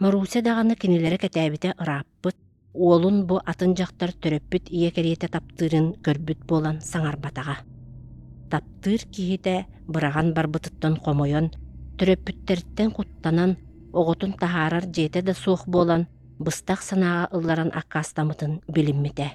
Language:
Yakut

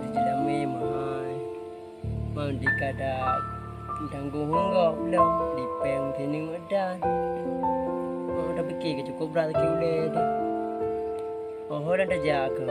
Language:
Achinese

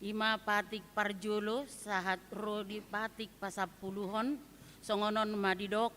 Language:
Batak Toba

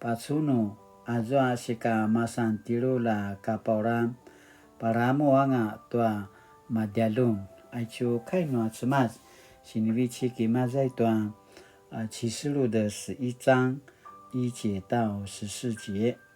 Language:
Paiwan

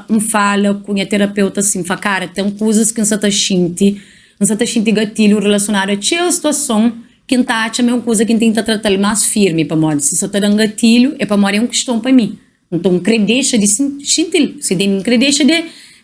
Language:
Kabuverdianu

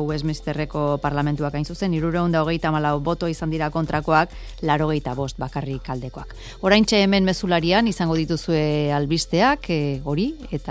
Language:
Basque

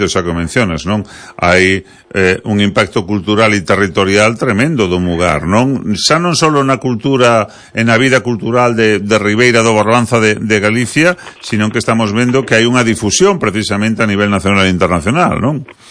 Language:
Galician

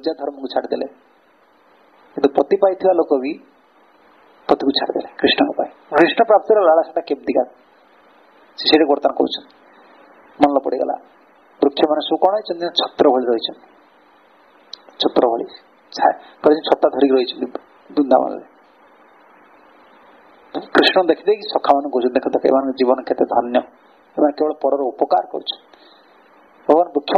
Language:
Odia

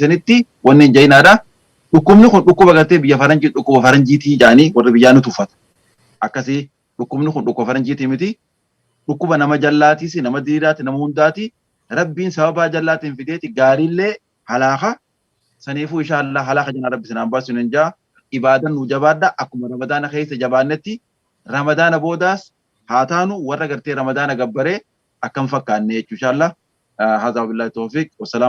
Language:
Oromo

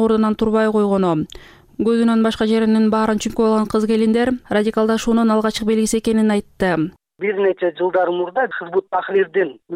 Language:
Kyrgyz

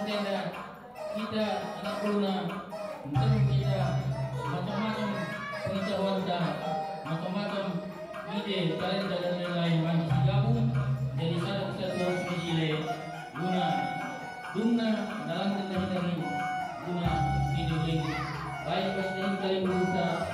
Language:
Batak Karo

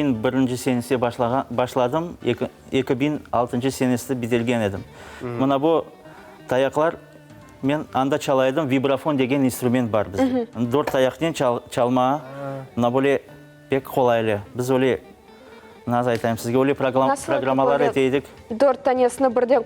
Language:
Crimean Tatar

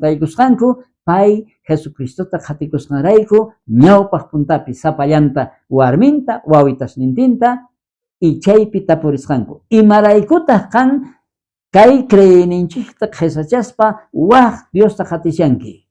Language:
South Bolivian Quechua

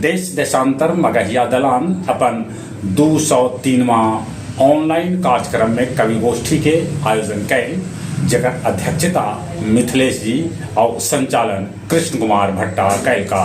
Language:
Magahi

